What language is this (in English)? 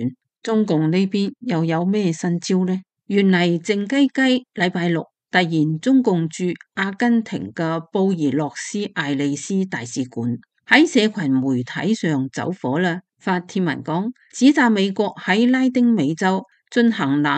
Cantonese